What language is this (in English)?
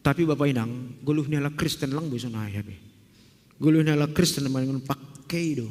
Batak Simalungun